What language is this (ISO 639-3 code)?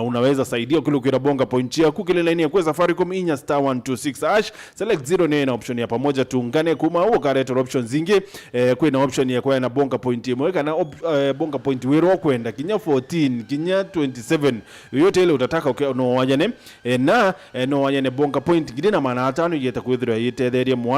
mer